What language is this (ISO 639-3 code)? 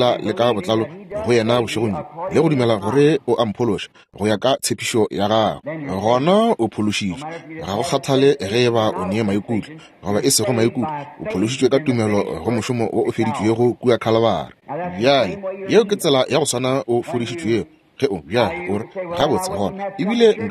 nso